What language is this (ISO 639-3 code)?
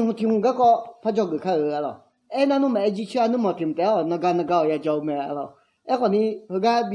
ahk